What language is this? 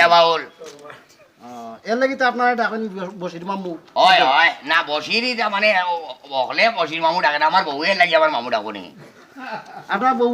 Sylheti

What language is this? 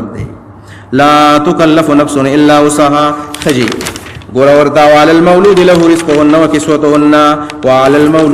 Pashto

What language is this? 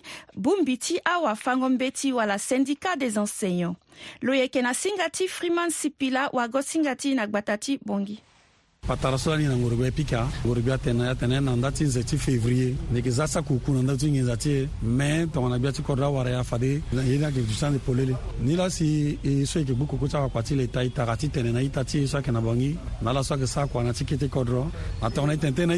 Sango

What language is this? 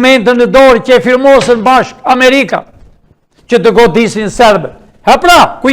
Albanian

